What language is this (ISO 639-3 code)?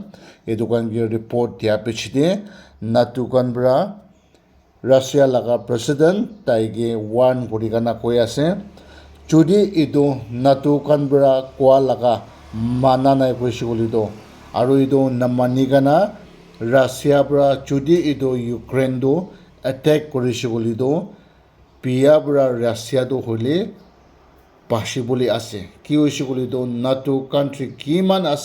nag